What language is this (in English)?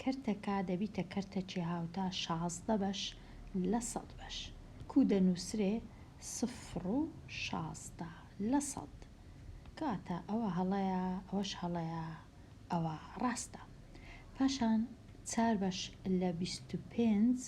Central Kurdish